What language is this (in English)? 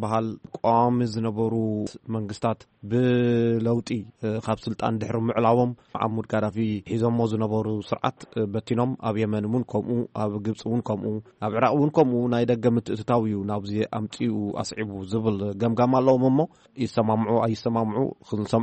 Tigrinya